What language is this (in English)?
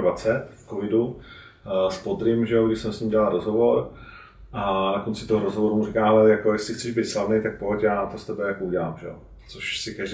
Czech